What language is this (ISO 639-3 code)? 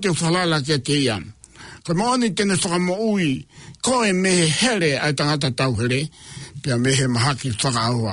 ton